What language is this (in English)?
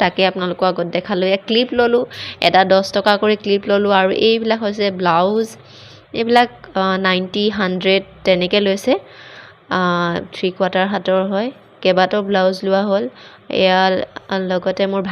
Assamese